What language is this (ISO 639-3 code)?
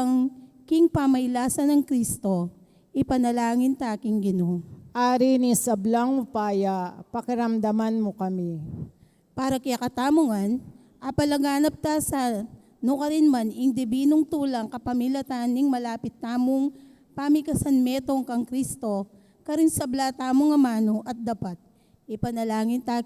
pam